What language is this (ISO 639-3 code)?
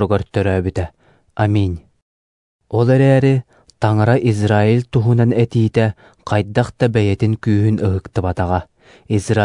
sah